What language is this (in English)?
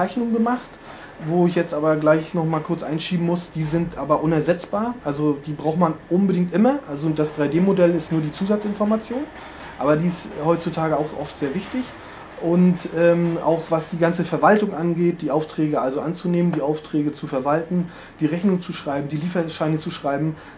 German